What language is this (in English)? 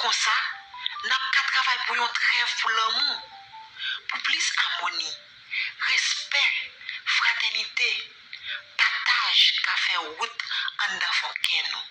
Haitian Creole